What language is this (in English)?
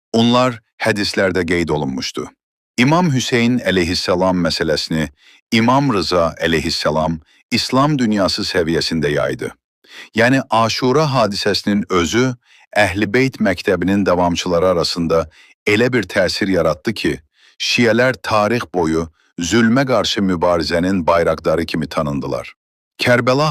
Azerbaijani